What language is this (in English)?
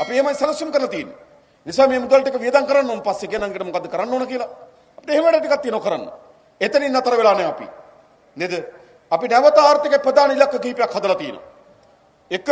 Sinhala